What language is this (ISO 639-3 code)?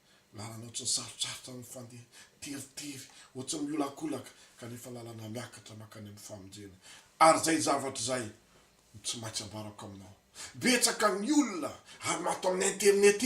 mlg